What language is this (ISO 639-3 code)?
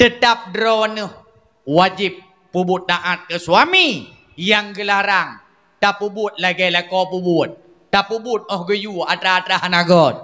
ace